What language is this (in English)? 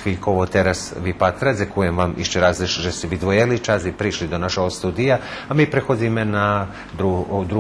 Rusyn